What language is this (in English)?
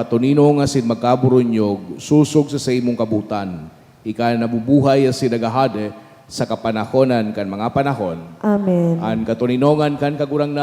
Bikol